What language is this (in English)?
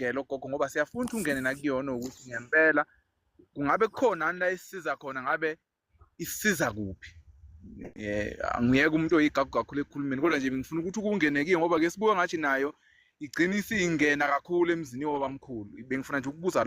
Zulu